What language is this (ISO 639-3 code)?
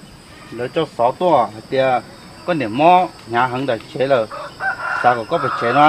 hmn